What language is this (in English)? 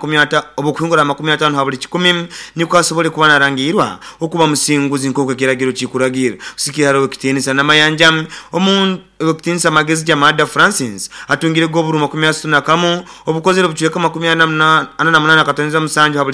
Nyoro